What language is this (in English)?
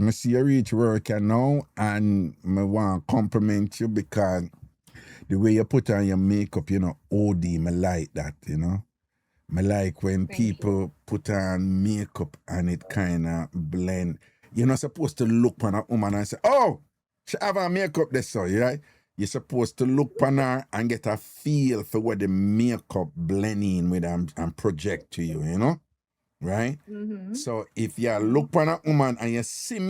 Jamaican Creole English